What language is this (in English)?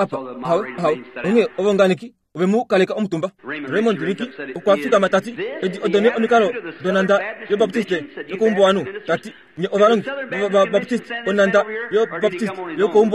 Kuanyama